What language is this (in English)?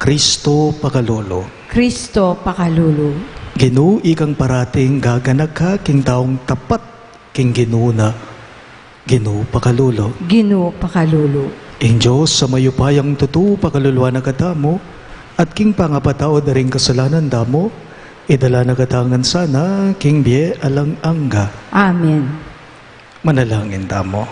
Pampanga